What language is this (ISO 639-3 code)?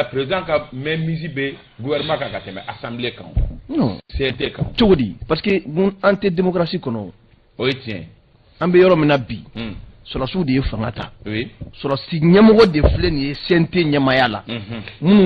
bam